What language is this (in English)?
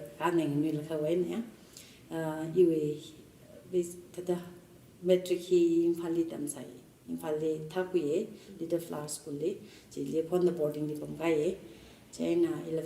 Tangkhul Naga (India)